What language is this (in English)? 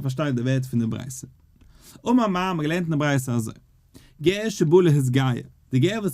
Yiddish